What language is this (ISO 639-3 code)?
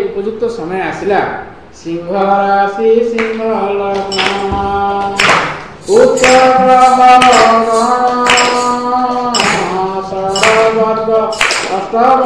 ori